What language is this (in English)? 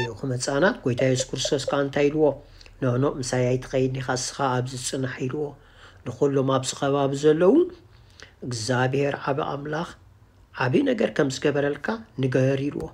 Tigrinya